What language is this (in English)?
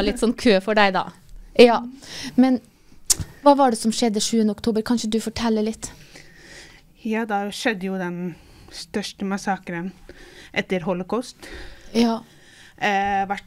Norwegian